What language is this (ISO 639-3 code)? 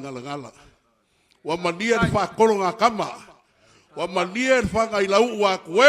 smo